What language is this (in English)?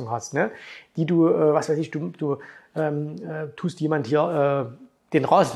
German